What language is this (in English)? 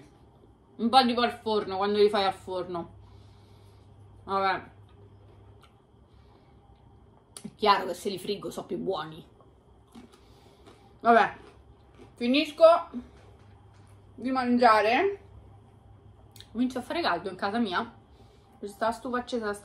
Italian